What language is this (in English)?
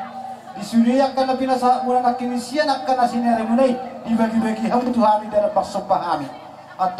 Batak Toba